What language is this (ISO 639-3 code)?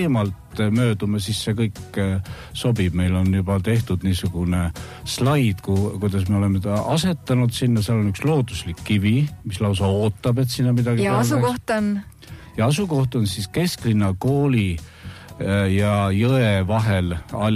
est